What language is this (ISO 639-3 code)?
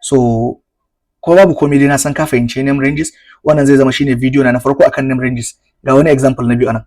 hau